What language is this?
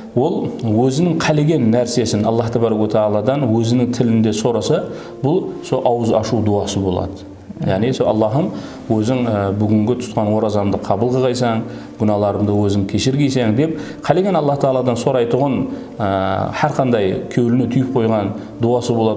Kara-Kalpak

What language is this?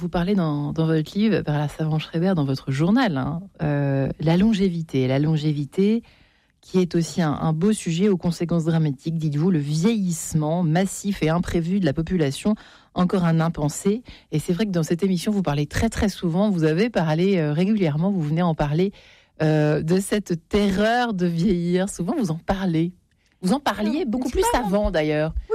French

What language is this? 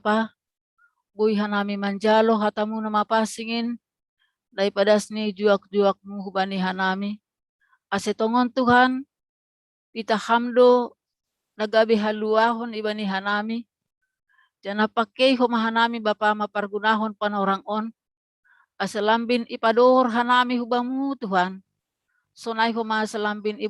Batak Simalungun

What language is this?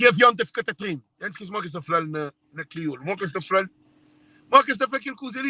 Kabuverdianu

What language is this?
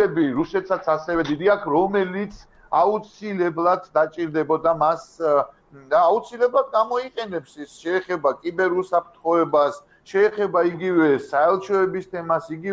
Georgian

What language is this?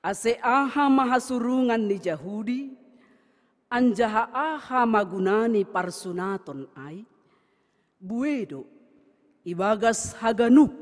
Batak Simalungun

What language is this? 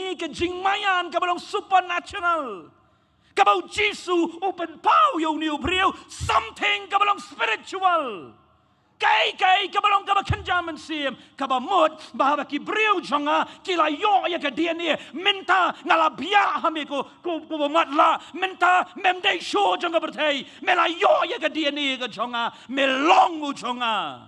Khasi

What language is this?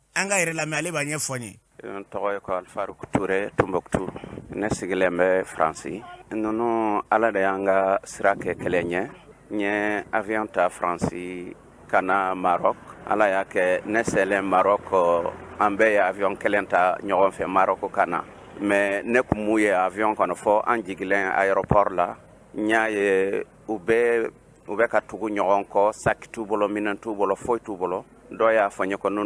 Bambara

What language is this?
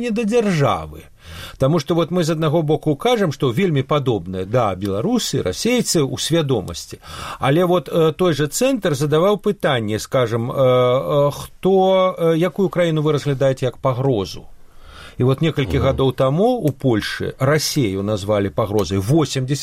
Belarusian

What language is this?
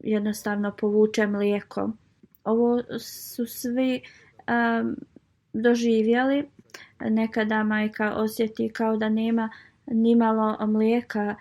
Bosnian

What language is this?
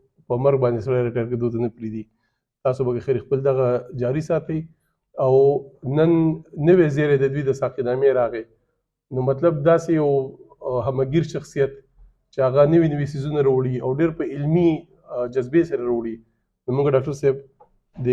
Pashto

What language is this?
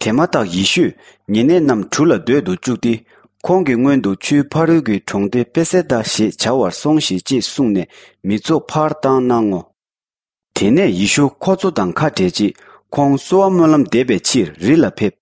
Tibetan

